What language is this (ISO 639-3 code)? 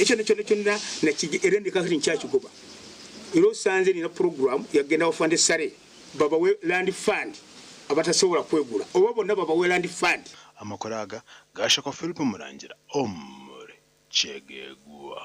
nyn